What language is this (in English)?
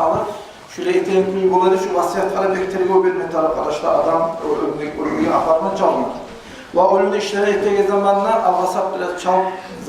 Kumyk